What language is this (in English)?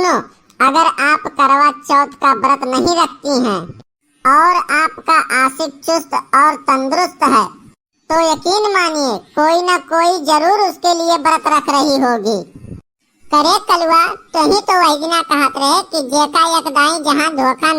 Awadhi